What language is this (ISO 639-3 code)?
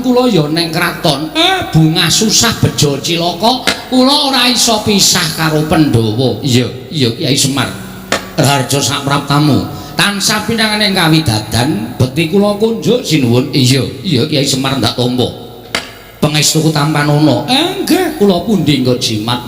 jav